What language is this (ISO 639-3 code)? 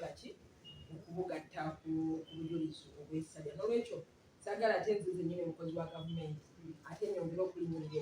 lug